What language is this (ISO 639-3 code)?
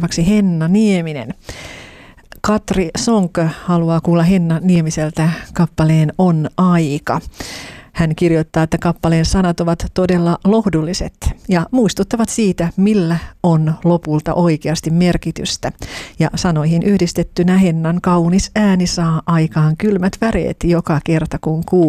fin